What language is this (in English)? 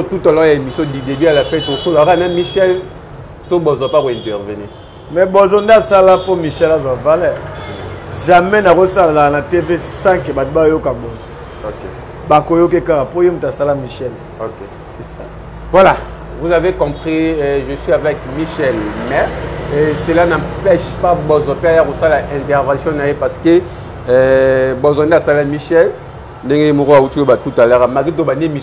Lingala